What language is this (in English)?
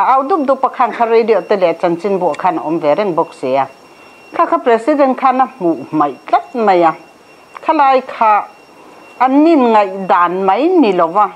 Mizo